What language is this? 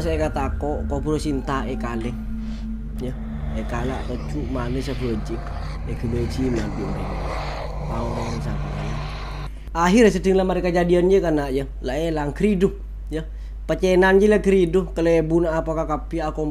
Madurese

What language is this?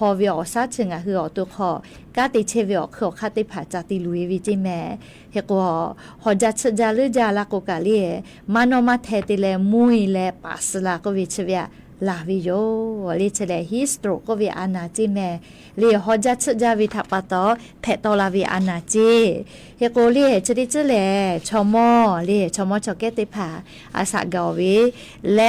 Lahu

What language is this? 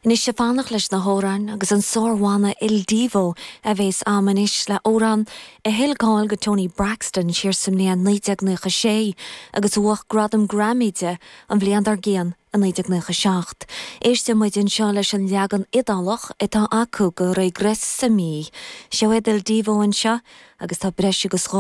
Irish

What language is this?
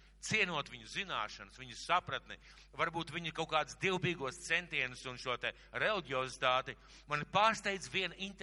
Latvian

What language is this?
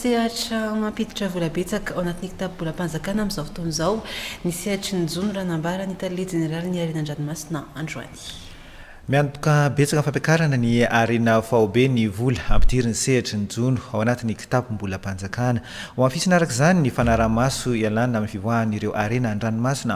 Malagasy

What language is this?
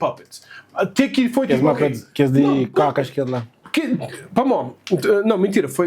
Kabuverdianu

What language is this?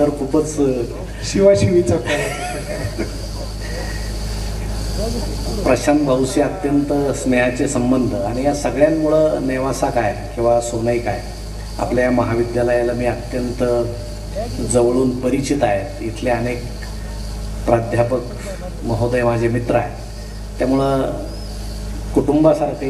Marathi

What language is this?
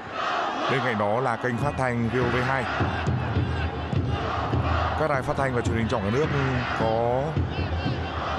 Vietnamese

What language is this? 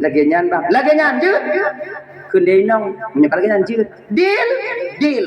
Achinese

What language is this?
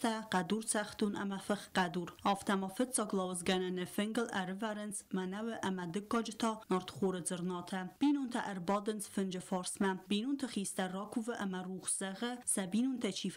Ossetic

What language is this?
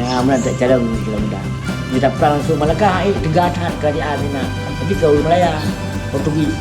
Achinese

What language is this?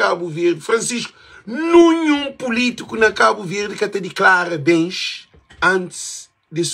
Kabuverdianu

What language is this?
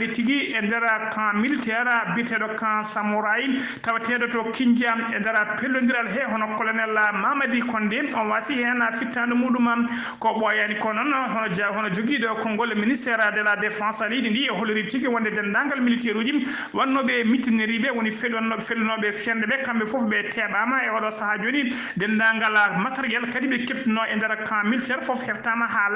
Fula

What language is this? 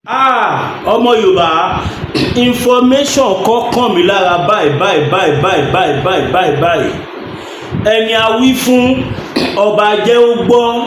Yoruba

